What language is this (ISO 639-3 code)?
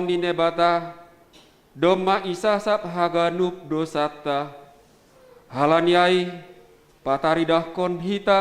bts